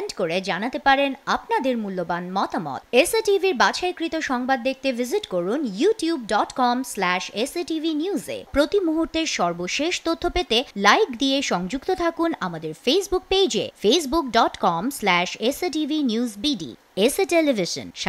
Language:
Bangla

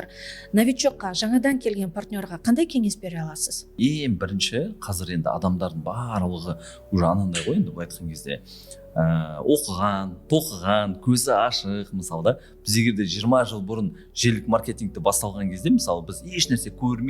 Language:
Kazakh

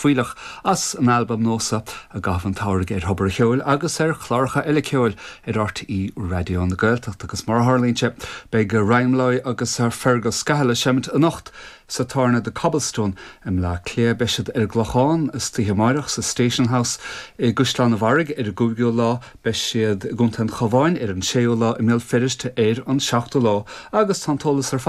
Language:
Irish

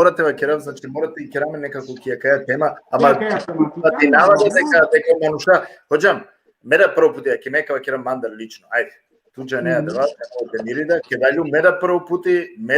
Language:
Balkan Romani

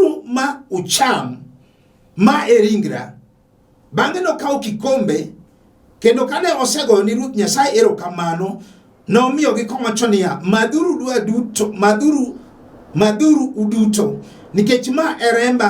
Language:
Luo (Kenya and Tanzania)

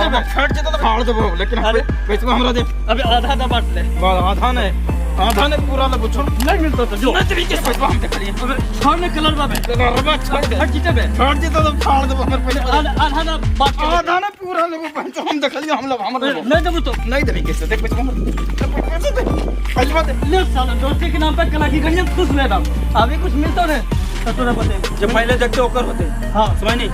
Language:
Magahi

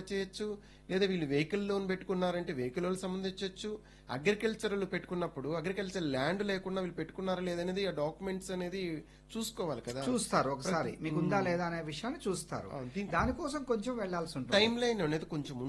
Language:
Telugu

